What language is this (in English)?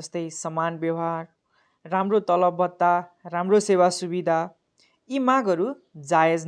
Nepali